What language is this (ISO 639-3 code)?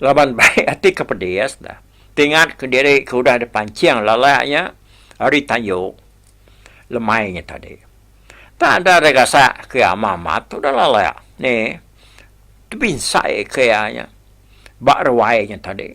iba